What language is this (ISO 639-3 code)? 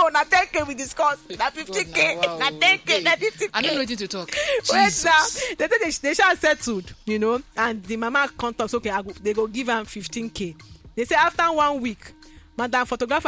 pcm